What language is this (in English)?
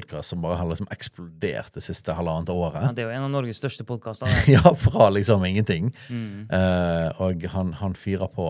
Norwegian